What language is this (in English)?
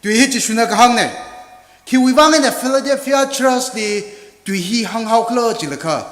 Tangkhul Naga (India)